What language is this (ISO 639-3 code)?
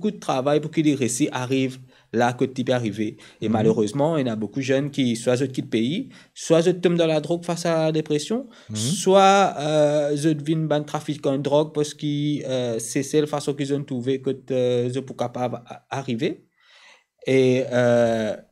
mfe